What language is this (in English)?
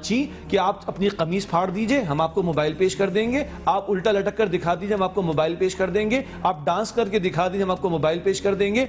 Urdu